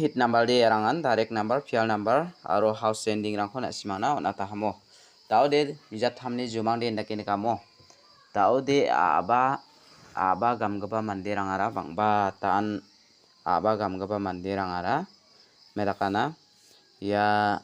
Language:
Garo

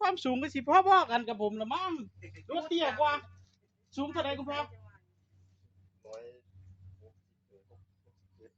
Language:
Northeastern Thai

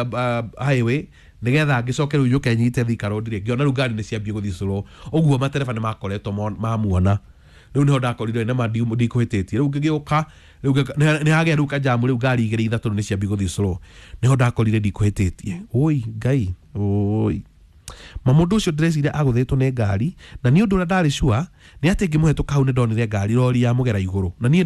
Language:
Kikuyu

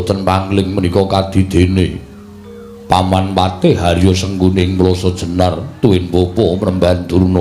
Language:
Javanese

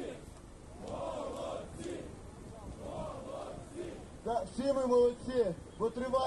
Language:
Ukrainian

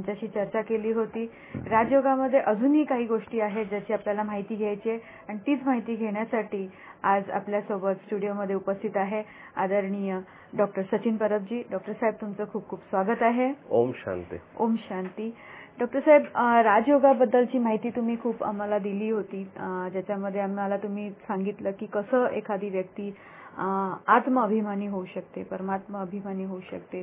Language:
Marathi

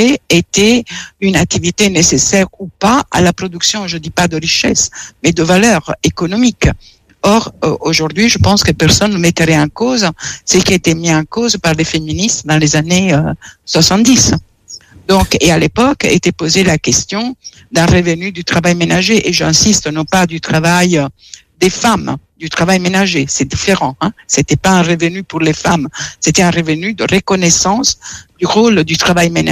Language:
French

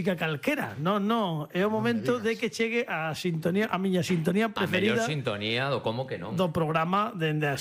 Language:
Galician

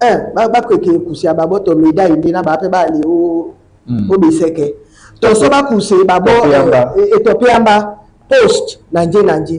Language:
Duala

